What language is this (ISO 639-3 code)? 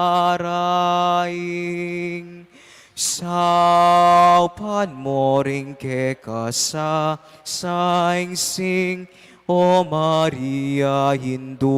pam